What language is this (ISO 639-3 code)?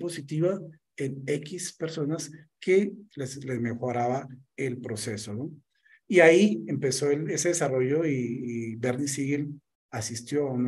spa